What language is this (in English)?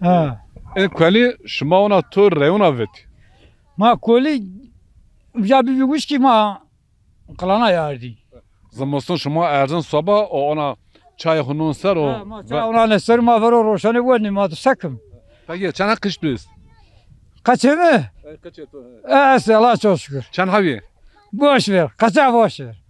Zaza